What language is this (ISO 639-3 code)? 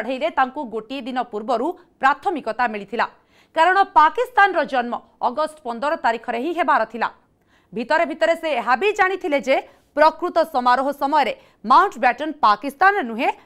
ori